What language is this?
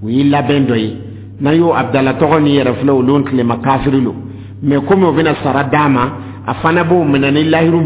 Dyula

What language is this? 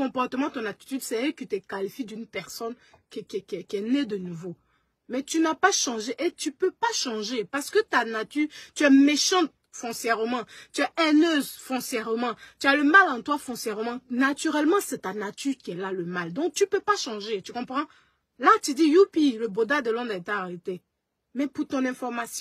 French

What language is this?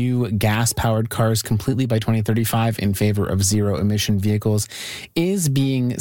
English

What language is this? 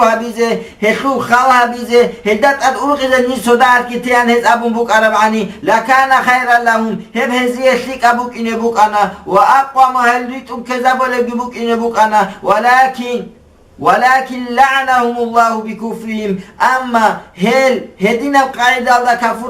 Avaric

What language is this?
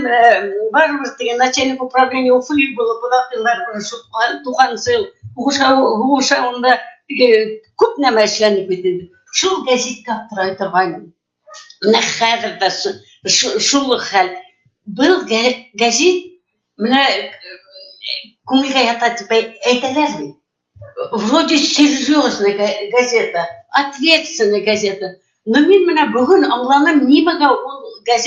Bashkir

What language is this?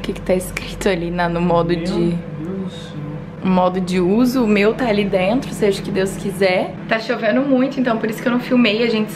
Portuguese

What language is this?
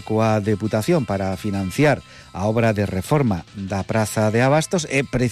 Galician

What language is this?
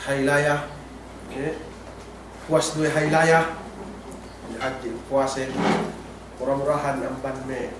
Yakan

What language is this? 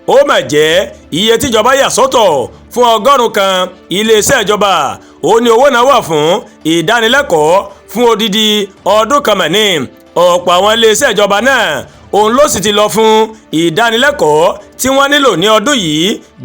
Yoruba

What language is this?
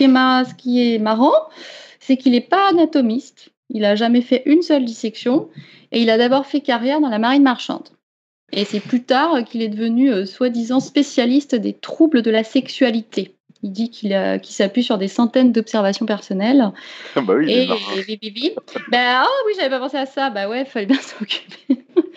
French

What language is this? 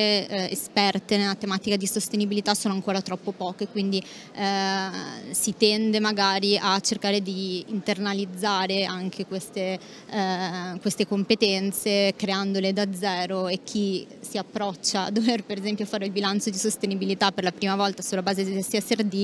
Italian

